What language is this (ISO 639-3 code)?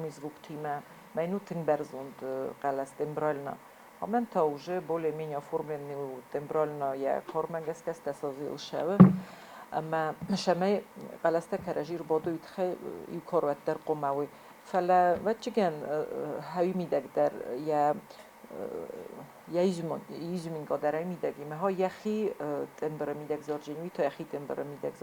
oss